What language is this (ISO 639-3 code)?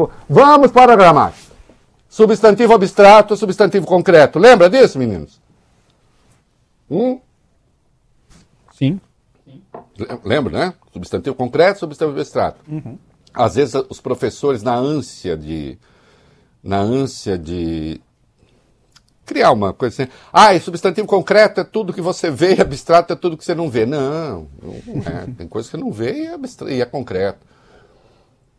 por